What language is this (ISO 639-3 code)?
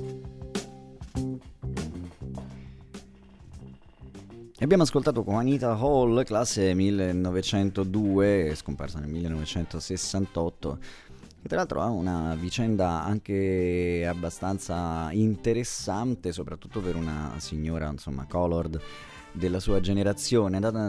ita